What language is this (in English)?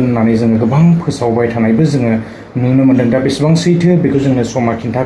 Bodo